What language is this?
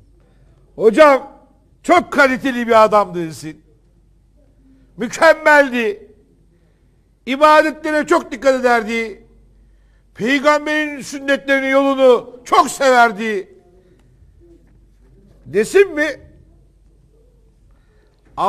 Turkish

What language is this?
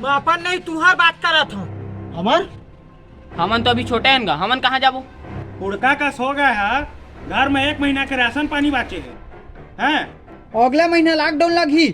Chhattisgarhi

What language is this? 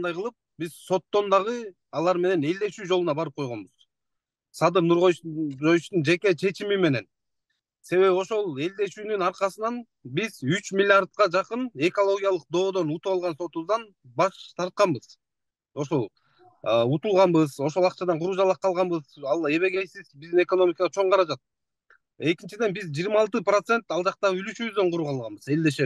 Kyrgyz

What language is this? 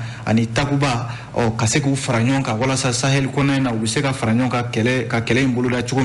Bambara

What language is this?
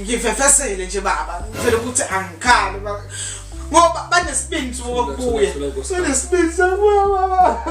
Zulu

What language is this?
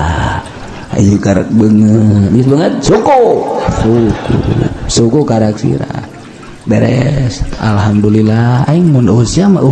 Sundanese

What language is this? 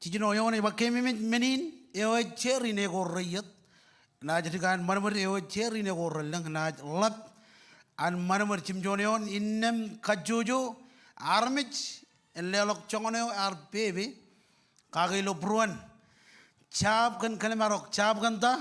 Marshallese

